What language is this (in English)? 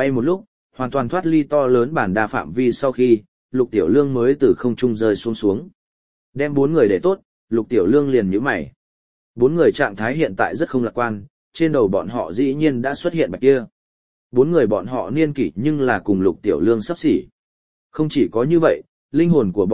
Vietnamese